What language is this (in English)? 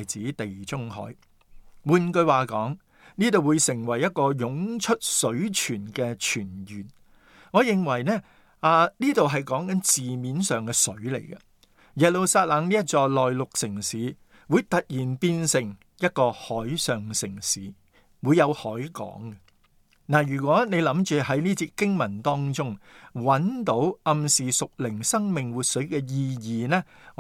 Cantonese